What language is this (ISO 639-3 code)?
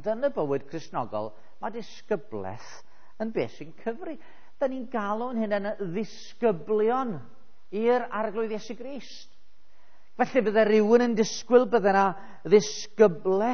cym